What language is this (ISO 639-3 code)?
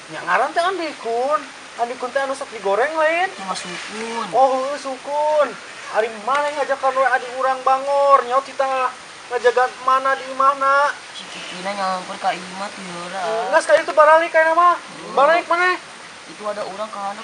sun